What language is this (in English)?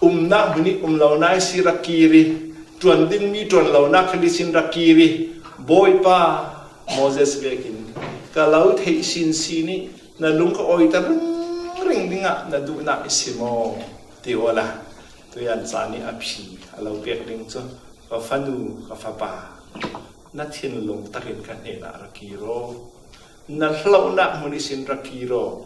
Falam Chin